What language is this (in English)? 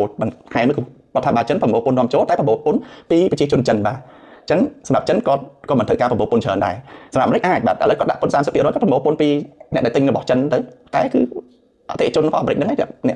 Khmer